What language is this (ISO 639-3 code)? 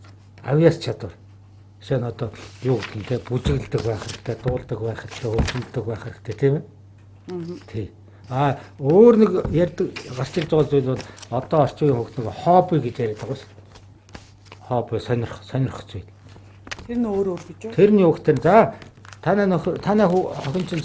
mon